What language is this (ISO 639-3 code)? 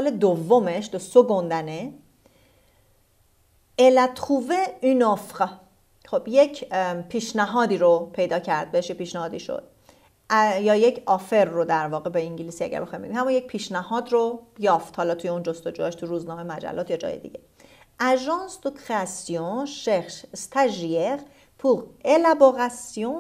fas